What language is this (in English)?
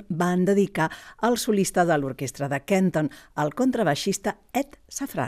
Catalan